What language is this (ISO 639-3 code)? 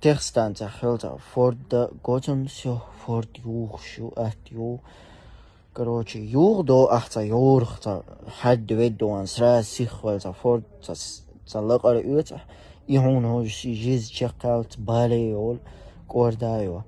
che